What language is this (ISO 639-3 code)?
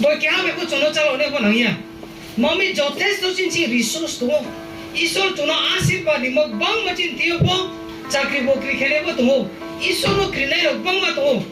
ria